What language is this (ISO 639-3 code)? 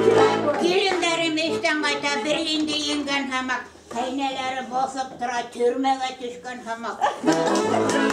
bak